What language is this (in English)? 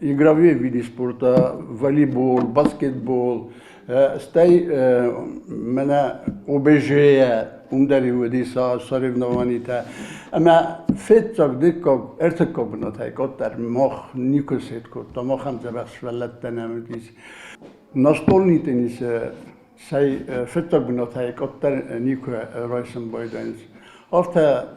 Ossetic